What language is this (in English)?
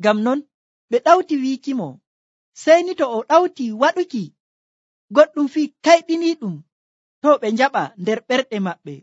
Nigerian Fulfulde